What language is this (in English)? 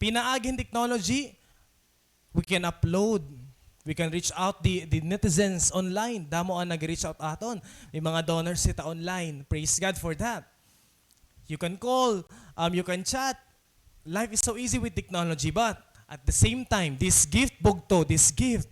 Waray